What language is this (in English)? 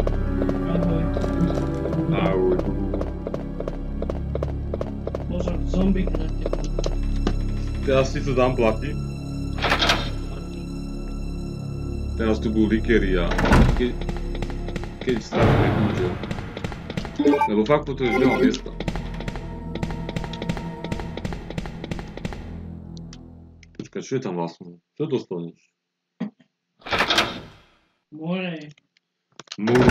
Slovak